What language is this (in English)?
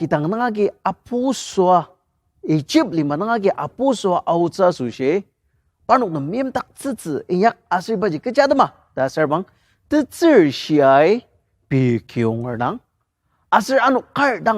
Ao Naga